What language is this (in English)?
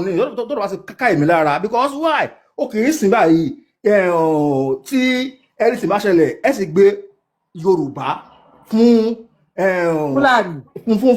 Yoruba